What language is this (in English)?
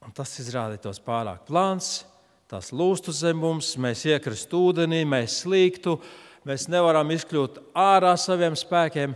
Latvian